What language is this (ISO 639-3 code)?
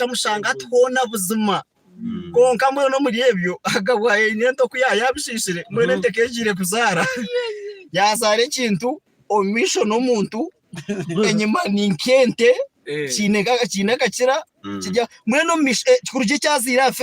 nyn